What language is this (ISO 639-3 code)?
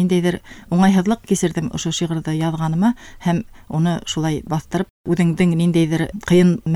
bak